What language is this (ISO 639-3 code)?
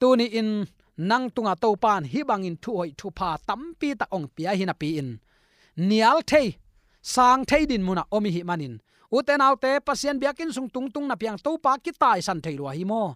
ctd